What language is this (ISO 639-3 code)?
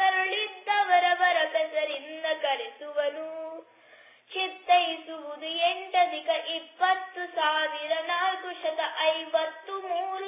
kan